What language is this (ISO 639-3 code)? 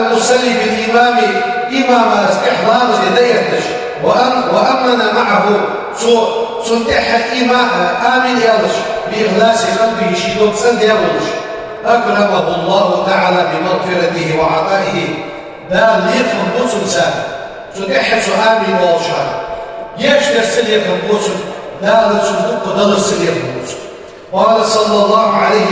inh